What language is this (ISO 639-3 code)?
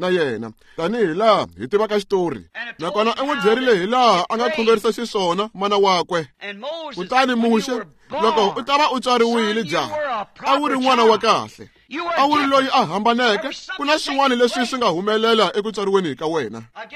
tso